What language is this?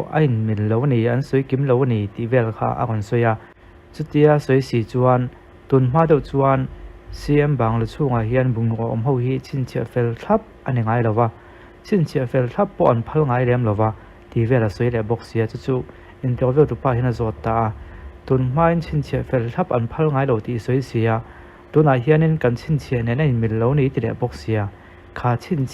Mizo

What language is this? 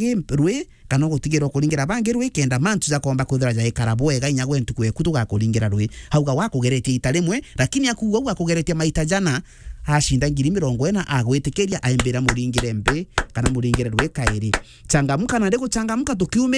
Meru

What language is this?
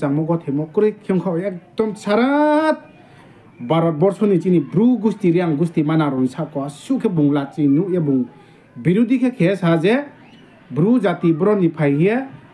Riang (India)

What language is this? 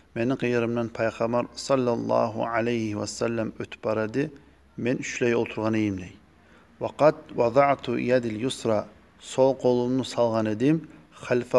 Kumyk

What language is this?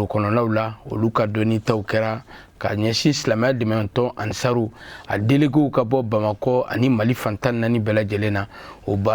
Bambara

